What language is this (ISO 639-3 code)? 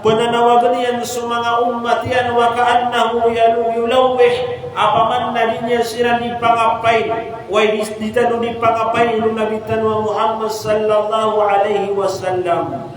mrw